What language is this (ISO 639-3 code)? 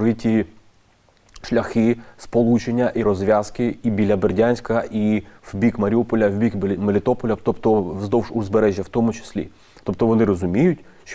ukr